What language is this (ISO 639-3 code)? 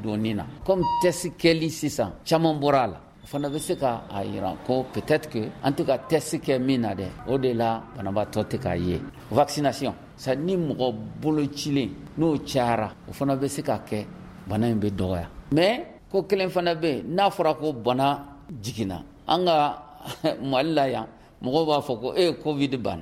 bam